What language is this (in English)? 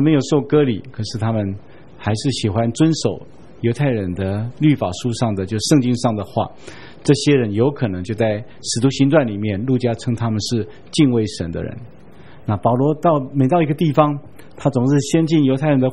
Chinese